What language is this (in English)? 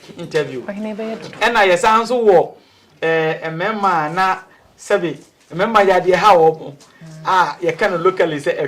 Akan